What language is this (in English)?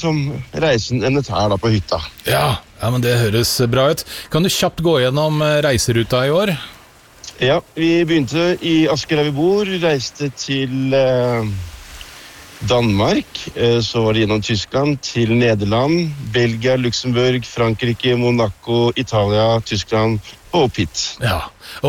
Norwegian